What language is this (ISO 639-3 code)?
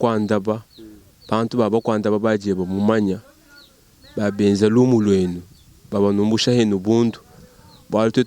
lua